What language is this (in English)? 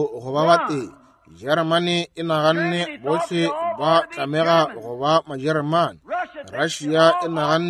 Northern Sotho